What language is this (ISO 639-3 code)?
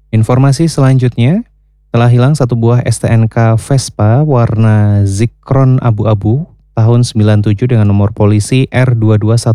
ind